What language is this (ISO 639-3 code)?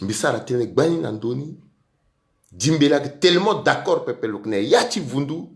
sag